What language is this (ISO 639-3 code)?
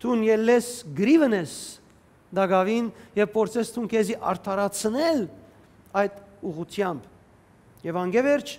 hyw